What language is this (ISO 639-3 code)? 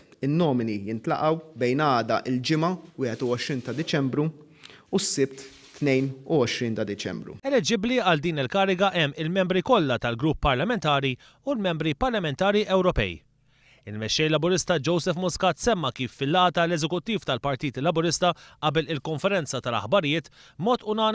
mlt